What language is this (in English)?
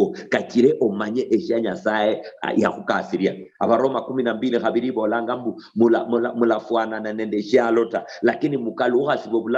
Luyia